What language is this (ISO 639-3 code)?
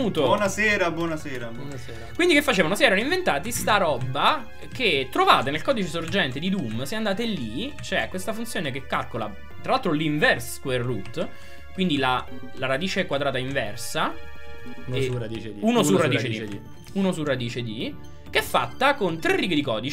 ita